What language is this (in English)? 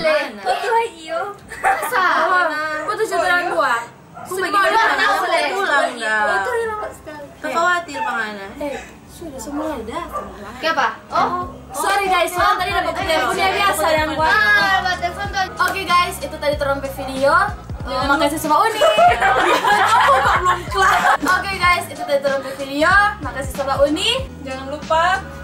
Manado Malay